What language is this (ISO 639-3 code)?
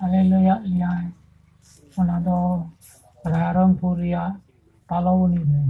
sat